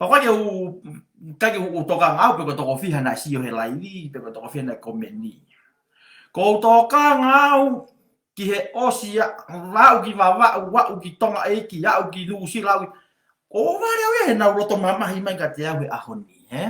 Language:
Tongan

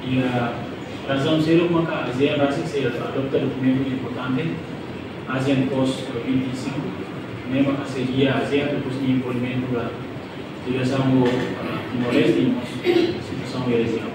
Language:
Tetum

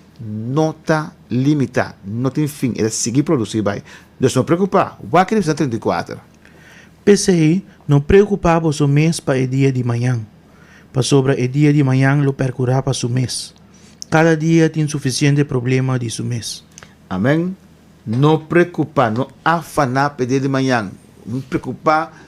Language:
Papiamento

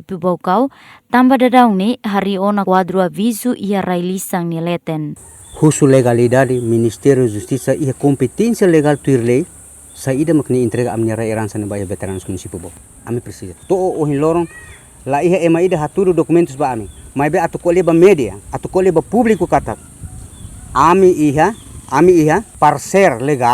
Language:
Tetum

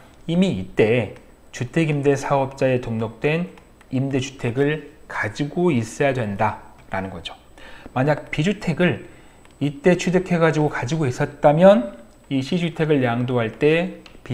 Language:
Korean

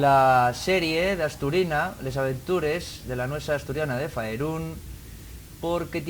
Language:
Asturian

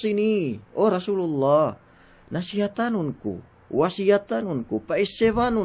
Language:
Yakan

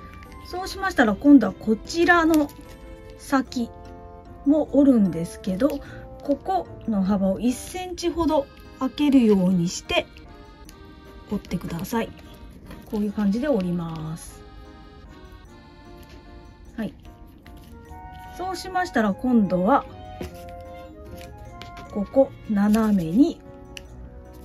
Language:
Japanese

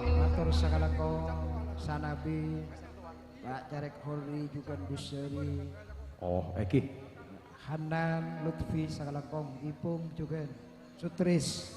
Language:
Madurese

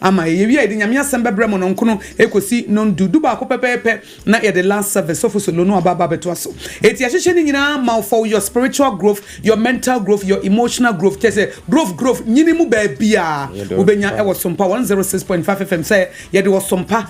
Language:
Akan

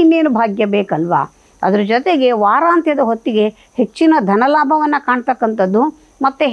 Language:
Kannada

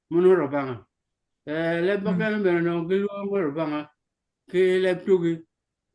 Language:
Acoli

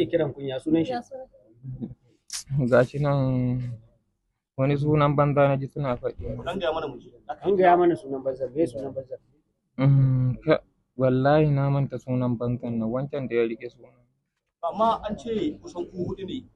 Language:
Hausa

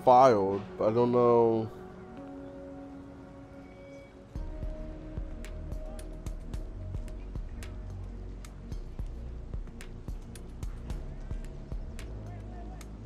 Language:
English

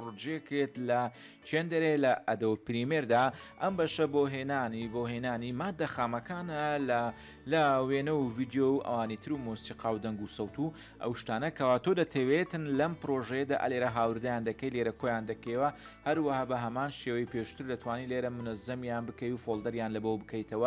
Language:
Central Kurdish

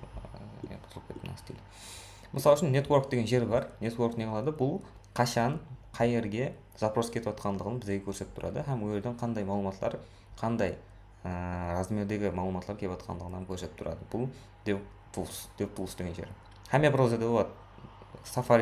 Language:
Kara-Kalpak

